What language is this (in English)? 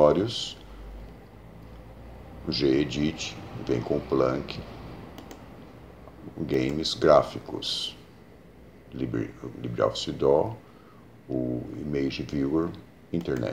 Portuguese